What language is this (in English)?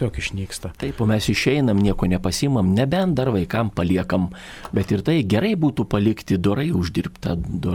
Lithuanian